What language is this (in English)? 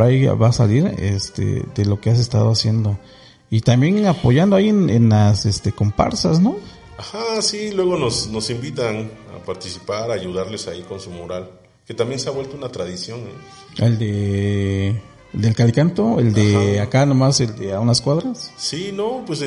Spanish